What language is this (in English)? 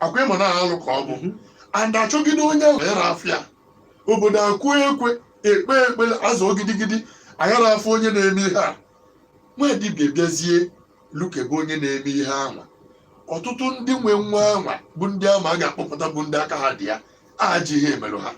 Igbo